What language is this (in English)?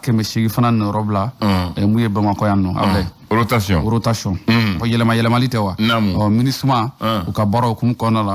Bambara